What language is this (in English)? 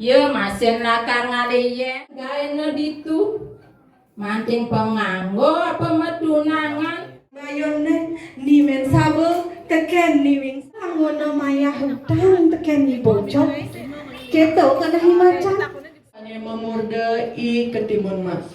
Balinese